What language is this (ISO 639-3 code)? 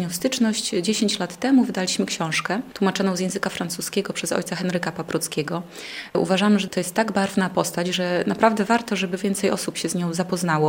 pol